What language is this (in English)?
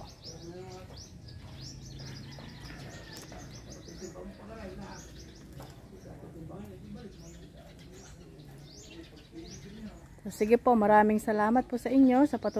Filipino